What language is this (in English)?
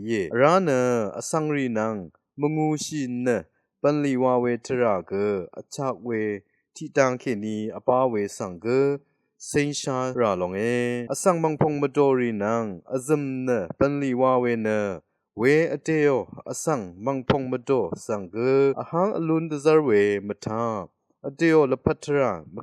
Rawang